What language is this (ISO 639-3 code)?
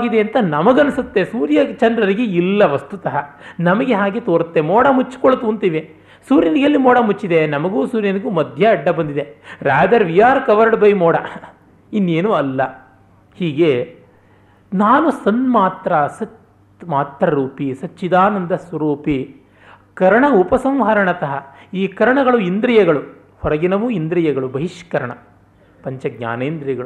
kan